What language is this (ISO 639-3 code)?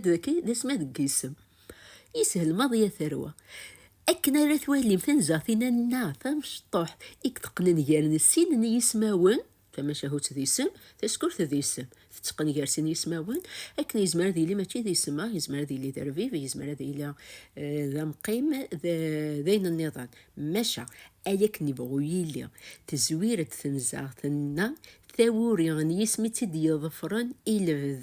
kab